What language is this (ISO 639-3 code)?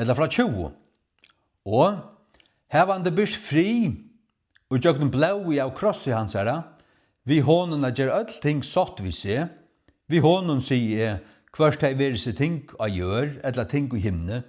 fao